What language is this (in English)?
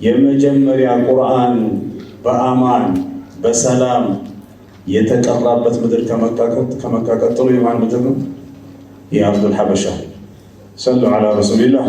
Amharic